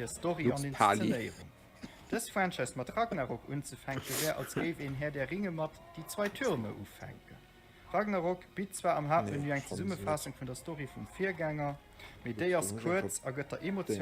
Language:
Luxembourgish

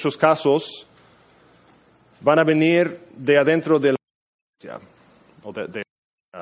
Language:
Spanish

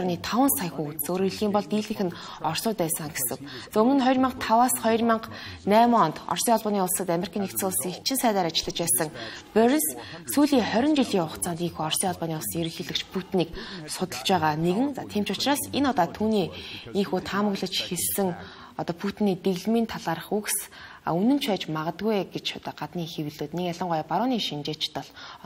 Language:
Mongolian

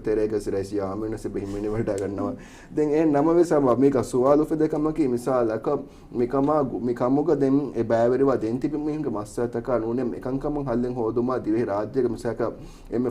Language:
Divehi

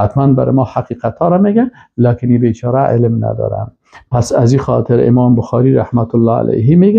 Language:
Persian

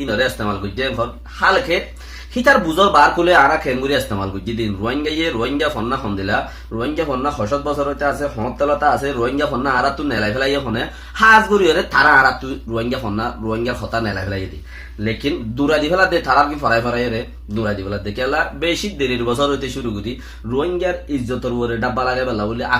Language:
Rohingya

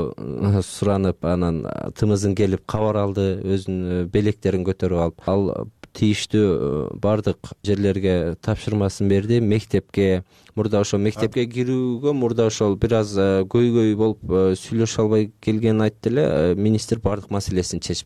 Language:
Kyrgyz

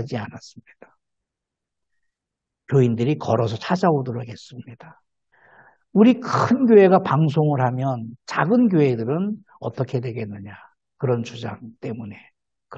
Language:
Korean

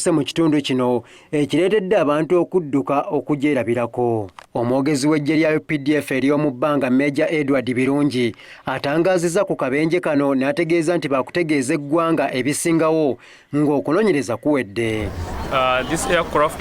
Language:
Ganda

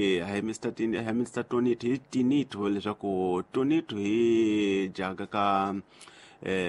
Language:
Tsonga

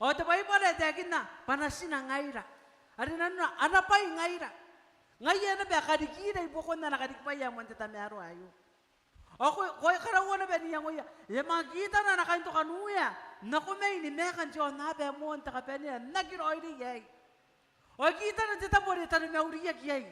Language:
Gilbertese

